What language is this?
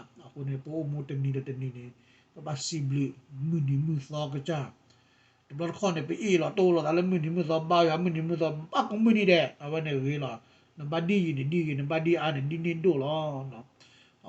S'gaw Karen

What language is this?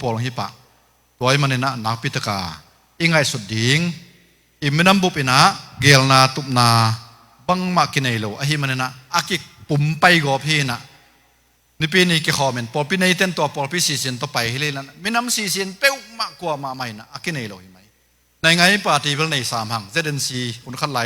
Tedim Chin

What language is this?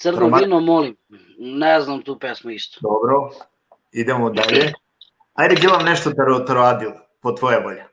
Balkan Romani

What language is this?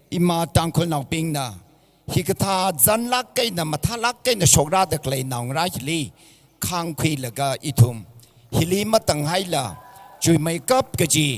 Tangkhul Naga (India)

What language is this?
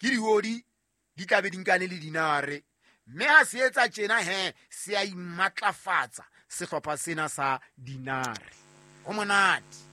Southern Sotho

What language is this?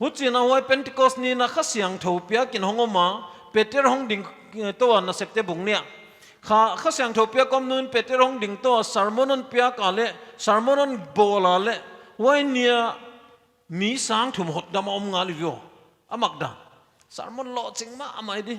Paite Chin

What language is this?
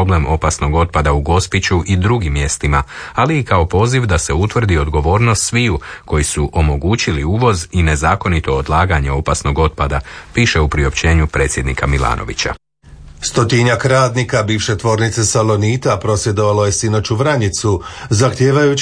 Croatian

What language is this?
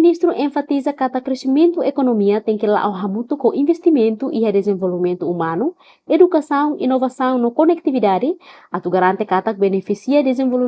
Tetum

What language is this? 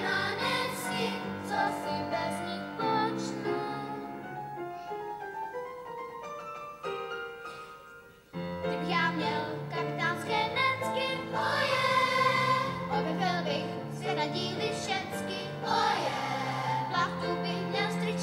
Czech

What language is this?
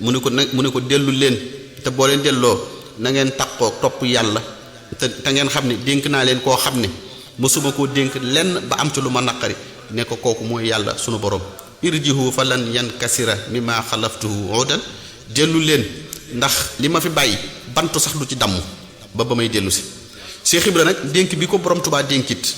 Wolof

